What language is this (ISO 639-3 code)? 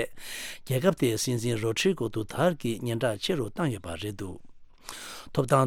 bod